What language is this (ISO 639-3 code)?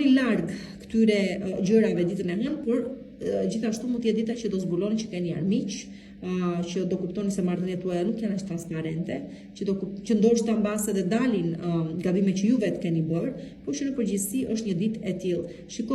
sqi